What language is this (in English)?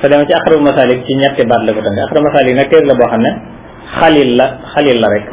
Wolof